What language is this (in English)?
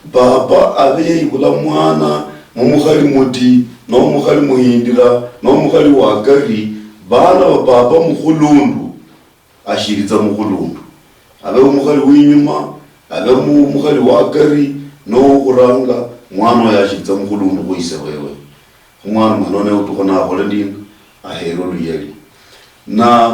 Luyia